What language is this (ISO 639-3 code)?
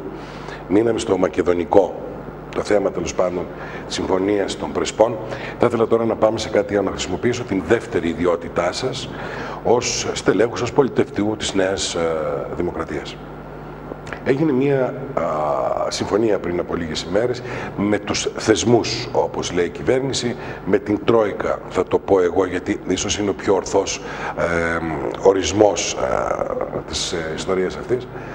ell